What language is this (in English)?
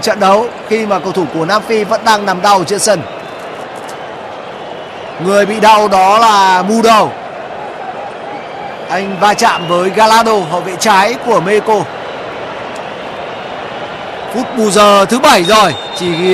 Vietnamese